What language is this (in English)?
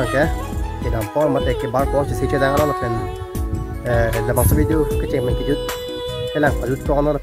Karbi